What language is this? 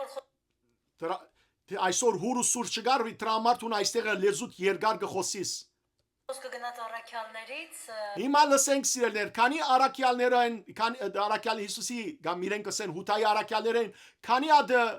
Western Armenian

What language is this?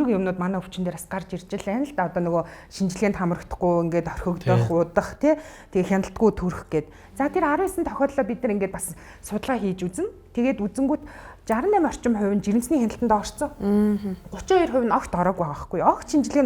Mongolian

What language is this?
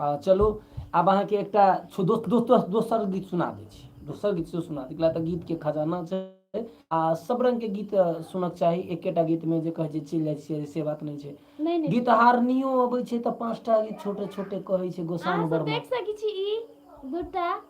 Maithili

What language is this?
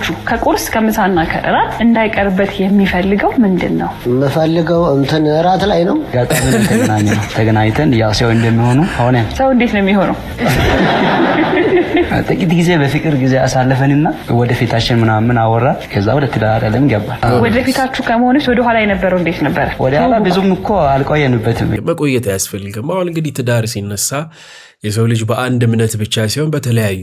Amharic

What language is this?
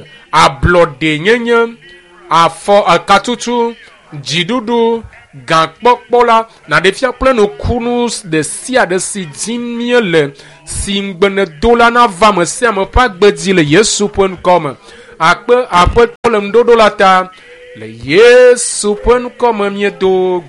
Ewe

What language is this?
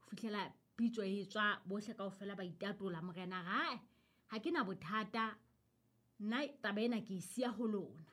Southern Sotho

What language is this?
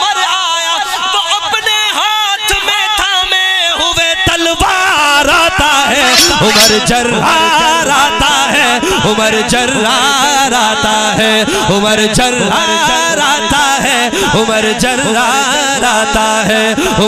Urdu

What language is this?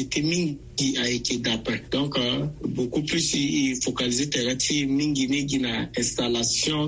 Sango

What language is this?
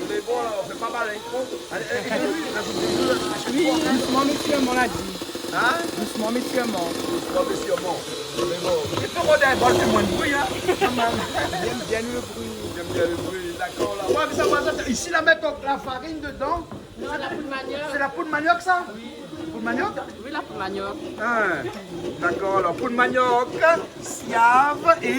Réunion Creole French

